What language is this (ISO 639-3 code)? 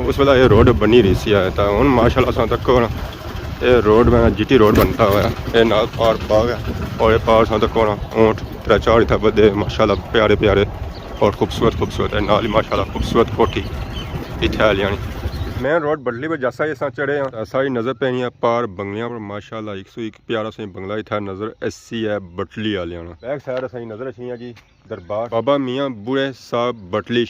phr